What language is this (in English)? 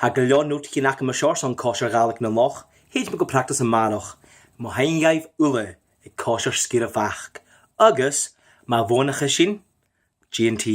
Scottish Gaelic